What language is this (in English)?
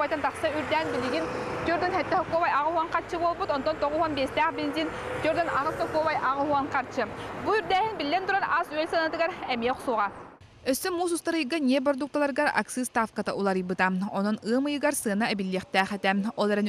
Yakut